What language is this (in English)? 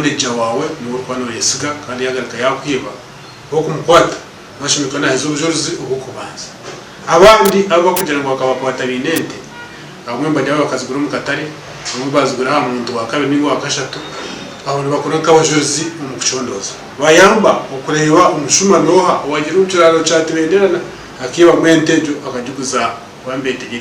Nyankole